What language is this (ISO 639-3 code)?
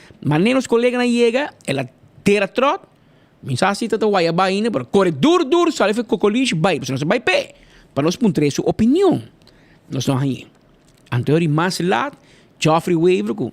pap